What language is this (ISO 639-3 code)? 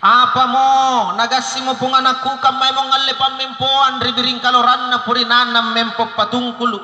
mak